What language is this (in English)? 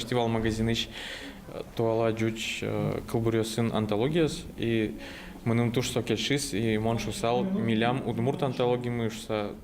Udmurt